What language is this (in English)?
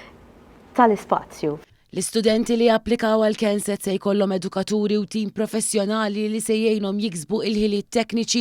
Maltese